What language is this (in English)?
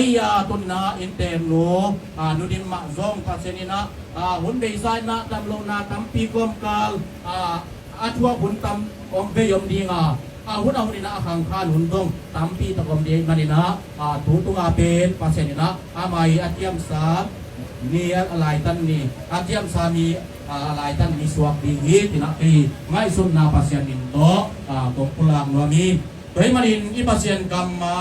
Tedim Chin